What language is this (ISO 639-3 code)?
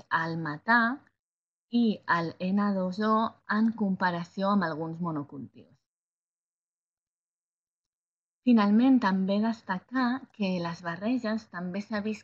cat